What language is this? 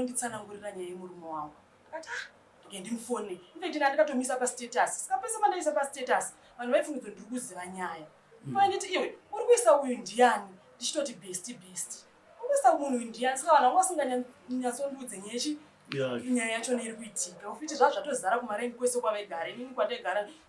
Shona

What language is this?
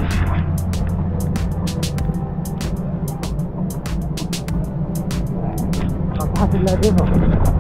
Finnish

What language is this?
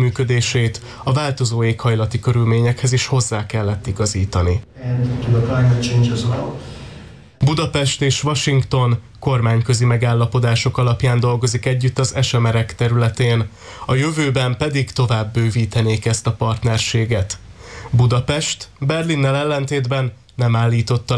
Hungarian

